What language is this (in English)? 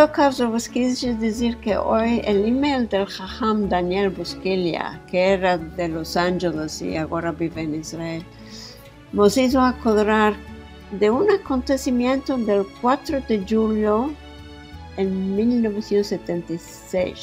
Ladino